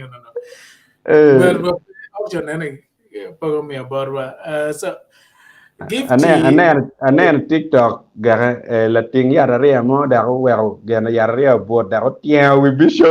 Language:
Acoli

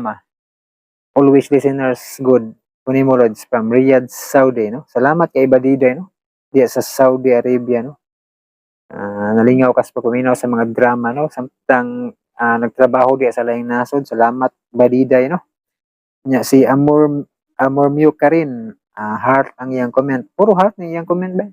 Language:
Cebuano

